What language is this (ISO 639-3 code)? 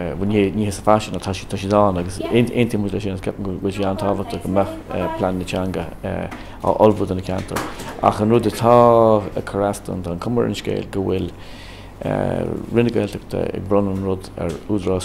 gle